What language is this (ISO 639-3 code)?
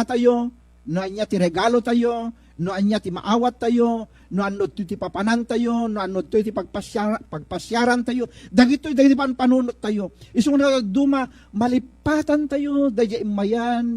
ilo